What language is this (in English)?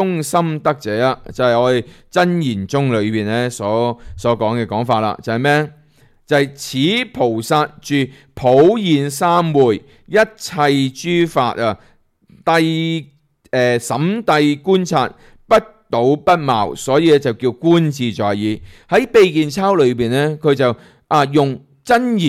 Cantonese